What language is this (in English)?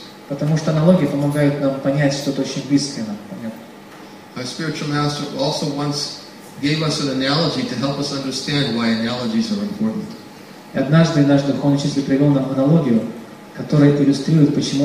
Russian